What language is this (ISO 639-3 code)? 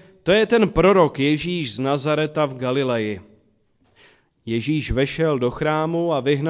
ces